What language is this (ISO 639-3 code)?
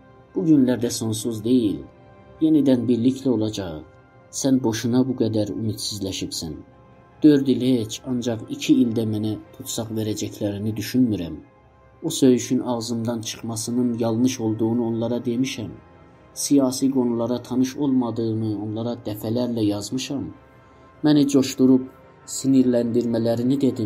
azb